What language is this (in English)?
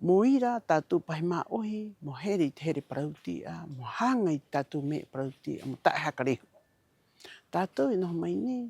Rapanui